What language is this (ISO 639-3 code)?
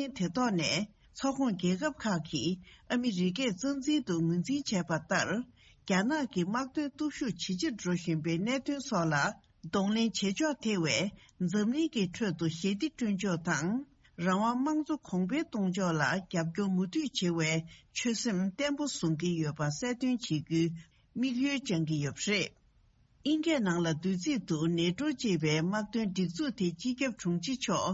bod